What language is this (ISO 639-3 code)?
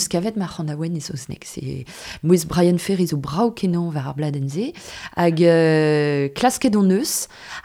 bre